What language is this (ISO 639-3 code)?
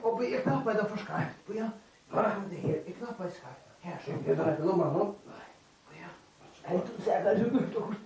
fao